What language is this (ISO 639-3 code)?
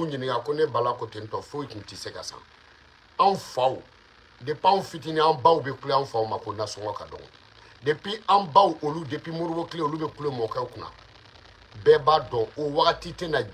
bam